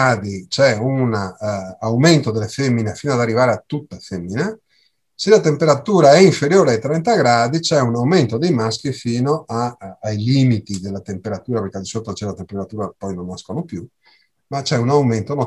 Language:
Italian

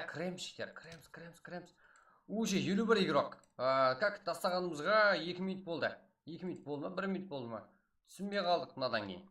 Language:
Kara-Kalpak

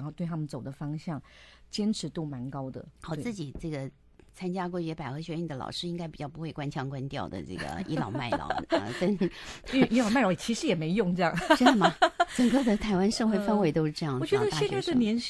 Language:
Chinese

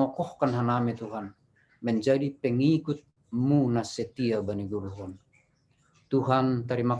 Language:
Batak Simalungun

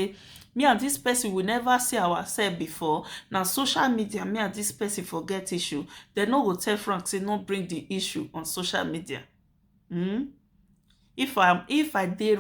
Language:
Nigerian Pidgin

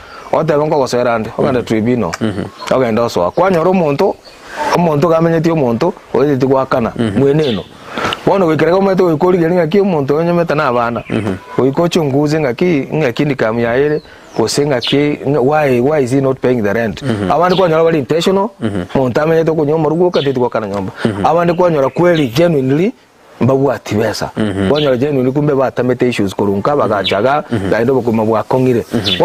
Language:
Gusii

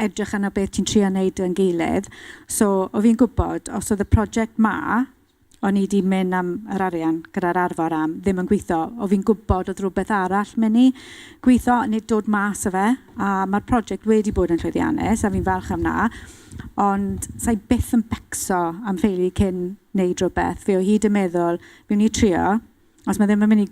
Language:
Welsh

